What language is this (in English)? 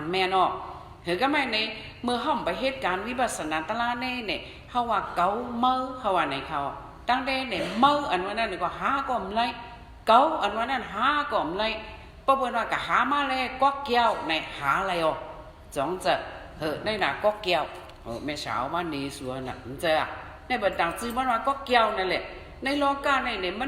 Shan